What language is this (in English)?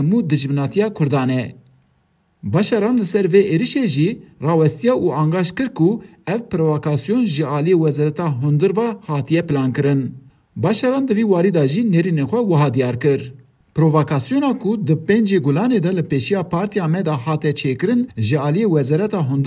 Kurdish